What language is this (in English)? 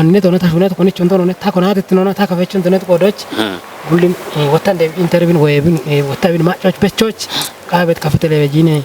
Kafa